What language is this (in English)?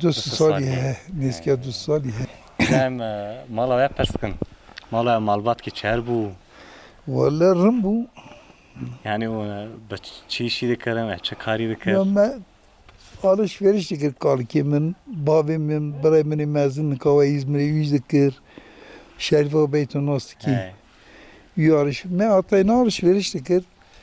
Kurdish